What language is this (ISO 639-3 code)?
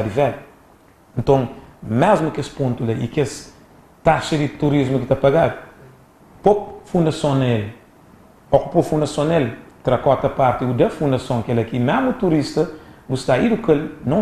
kea